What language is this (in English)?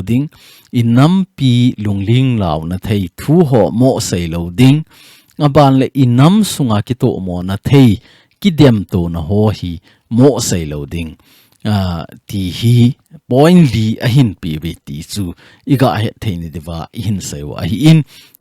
Thado Chin